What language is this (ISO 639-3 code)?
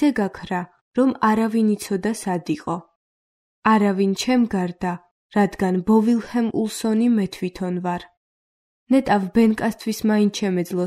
kat